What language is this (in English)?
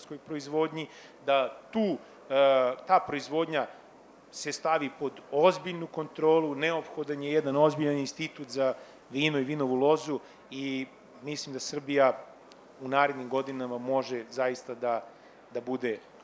Serbian